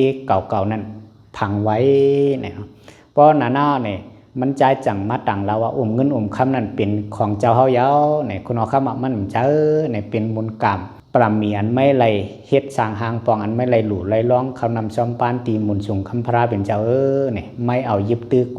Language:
Shan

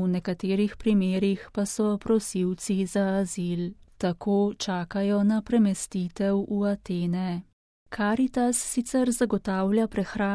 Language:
Slovenian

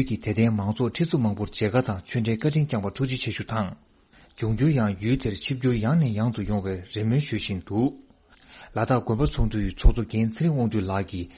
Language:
Tibetan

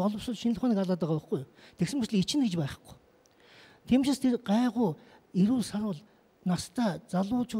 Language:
Mongolian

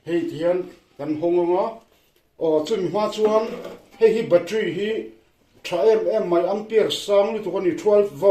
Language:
Mizo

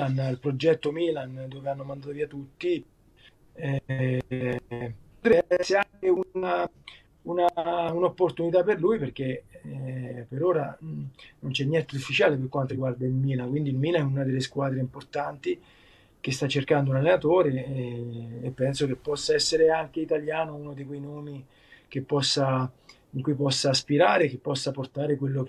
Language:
Italian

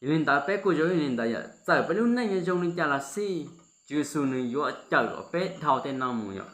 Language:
Hmong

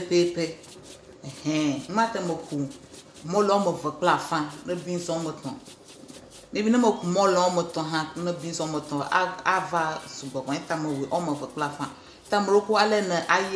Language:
Ewe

